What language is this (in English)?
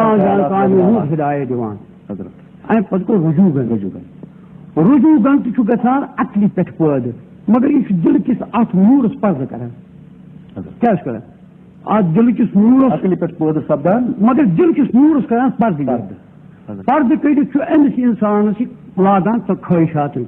Kashmiri